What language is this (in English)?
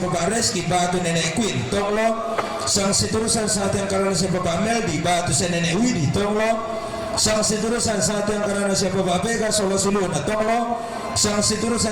Toraja-Sa'dan